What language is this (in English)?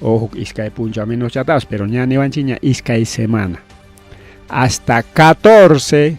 Ayacucho Quechua